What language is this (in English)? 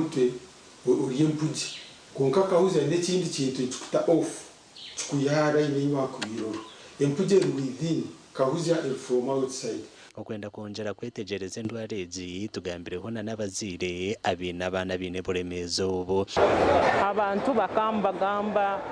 Nyankole